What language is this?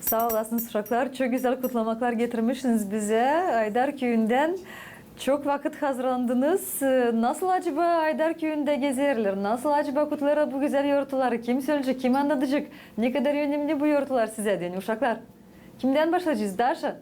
Gagauz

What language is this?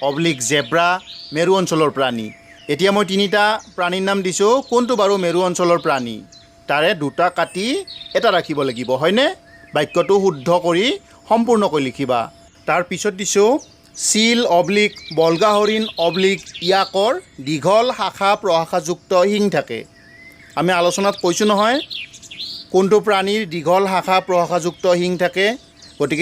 Assamese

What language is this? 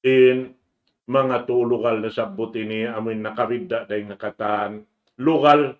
Tausug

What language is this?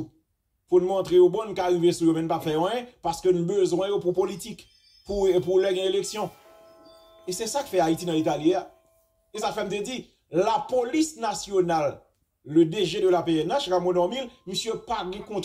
Haitian Creole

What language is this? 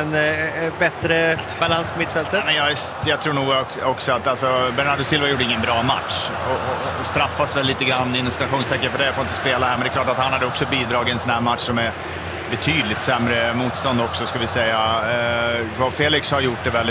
Swedish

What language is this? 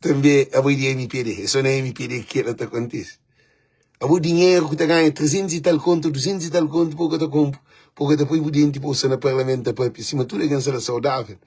Kabuverdianu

